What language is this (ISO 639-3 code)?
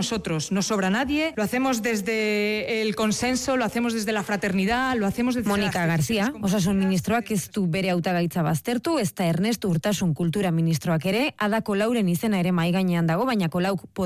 eus